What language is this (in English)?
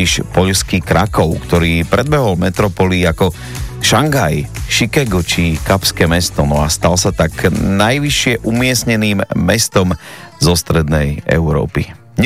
Slovak